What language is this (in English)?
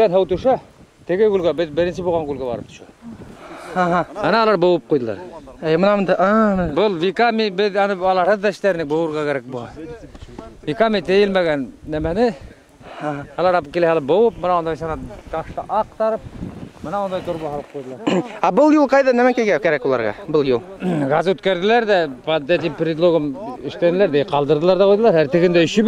Bashkir